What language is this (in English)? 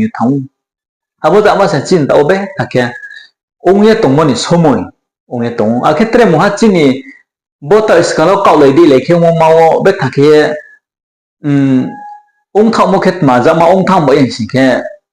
Riang (India)